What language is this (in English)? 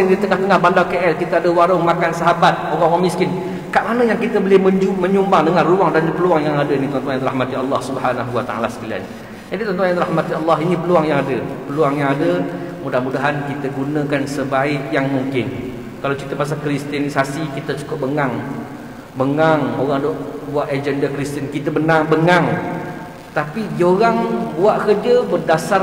Malay